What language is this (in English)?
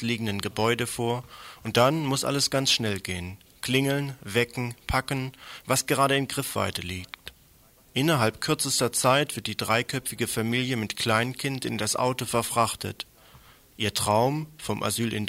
German